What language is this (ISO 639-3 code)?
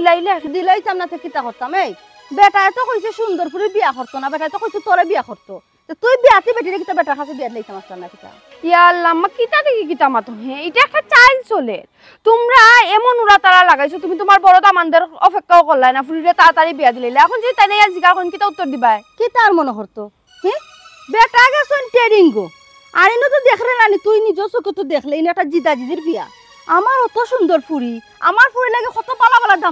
syl